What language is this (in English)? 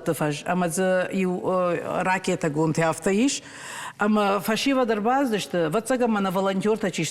Ossetic